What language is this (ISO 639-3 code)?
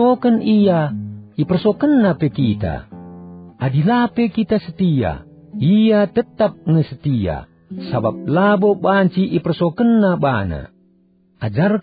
btx